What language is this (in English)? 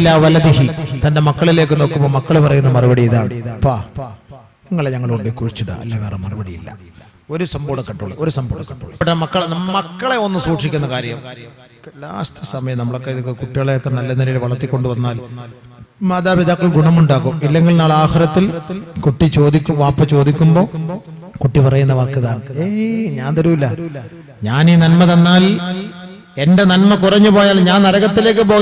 Malayalam